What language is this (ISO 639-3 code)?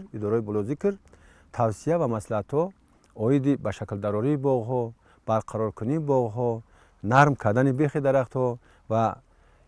tgk